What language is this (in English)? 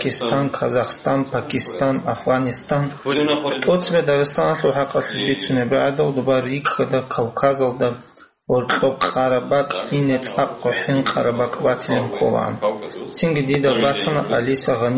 Avaric